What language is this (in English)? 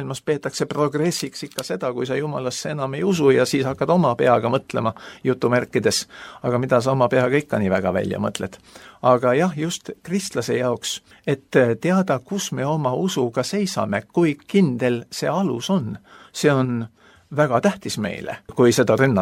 Estonian